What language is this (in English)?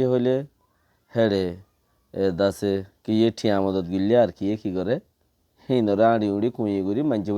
Rohingya